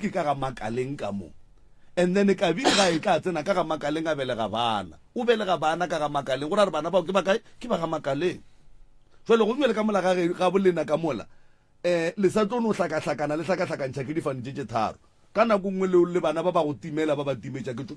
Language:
Northern Sotho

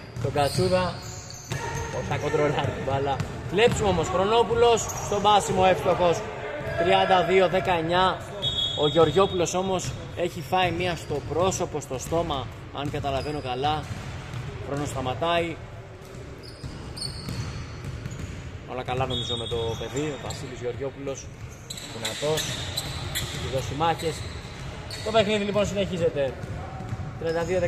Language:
Greek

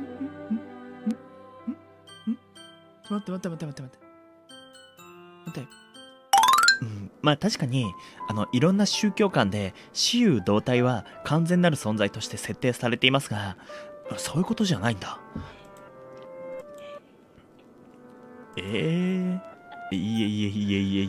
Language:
Japanese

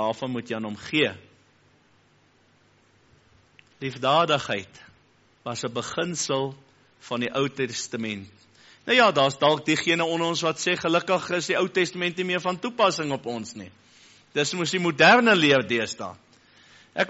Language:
Afrikaans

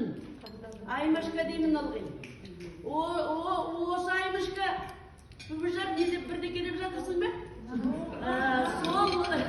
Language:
Kazakh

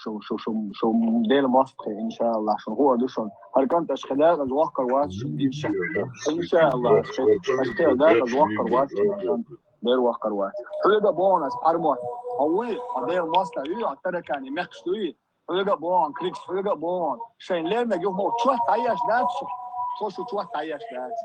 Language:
Chechen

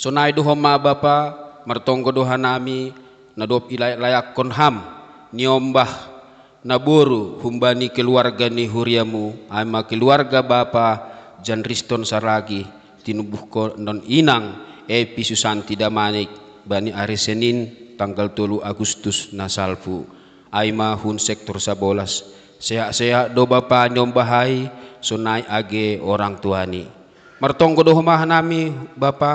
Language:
Batak Simalungun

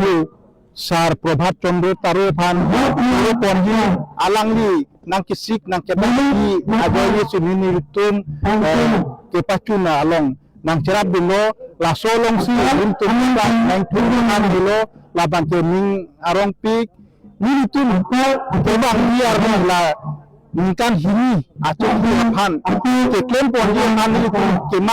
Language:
Karbi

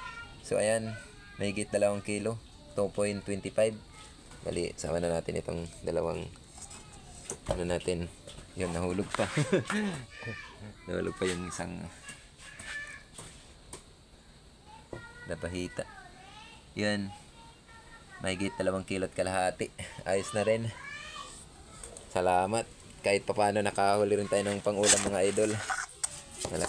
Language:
Filipino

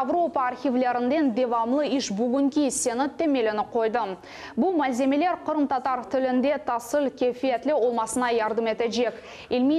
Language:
Crimean Tatar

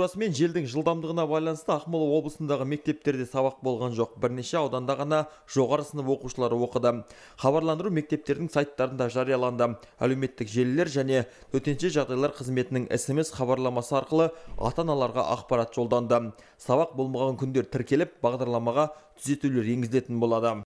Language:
Kazakh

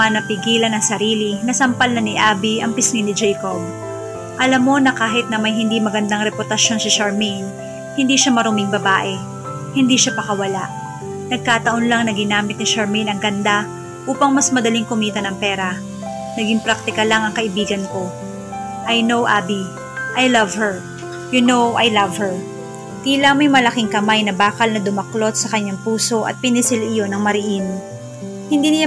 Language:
Filipino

